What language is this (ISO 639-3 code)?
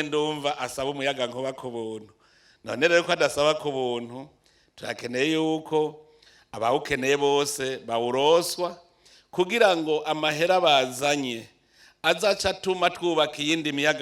run